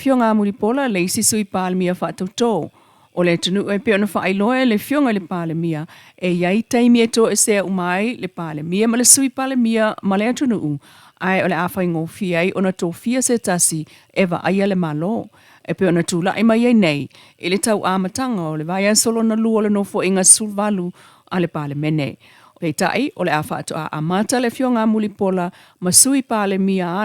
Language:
Samoan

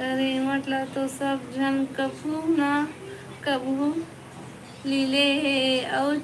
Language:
Chhattisgarhi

